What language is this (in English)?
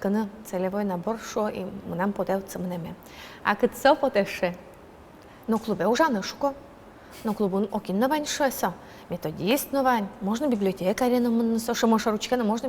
Udmurt